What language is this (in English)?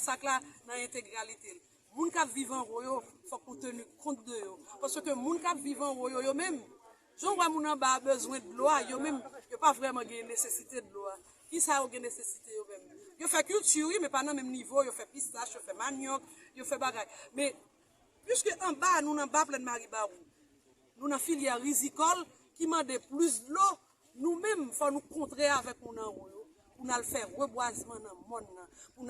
Haitian Creole